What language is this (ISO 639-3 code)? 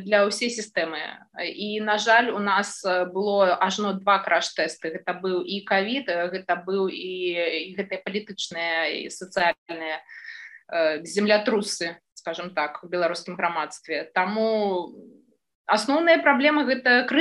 bel